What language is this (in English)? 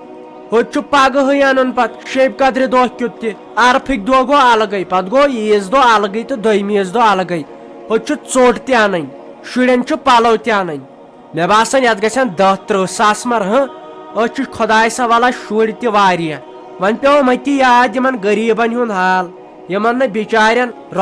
Kashmiri